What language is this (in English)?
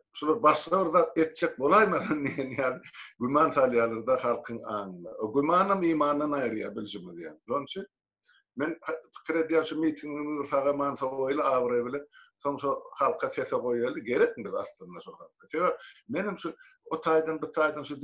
Turkmen